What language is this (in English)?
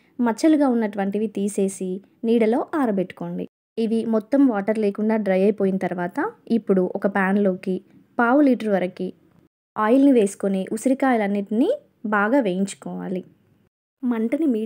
Telugu